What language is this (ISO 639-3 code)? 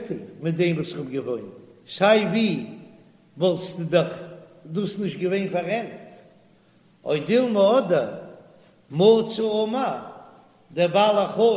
yid